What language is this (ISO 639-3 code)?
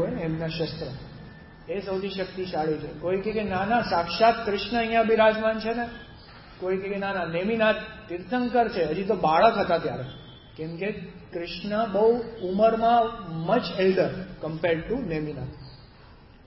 guj